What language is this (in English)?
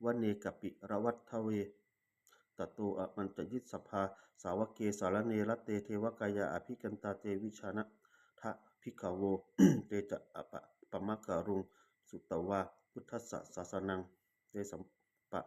Pali